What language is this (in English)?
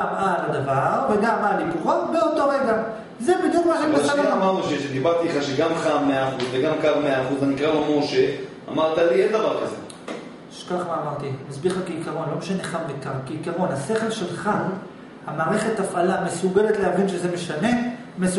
Hebrew